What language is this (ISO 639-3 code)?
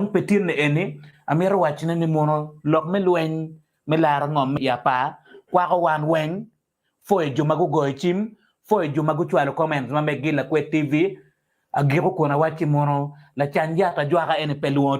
ach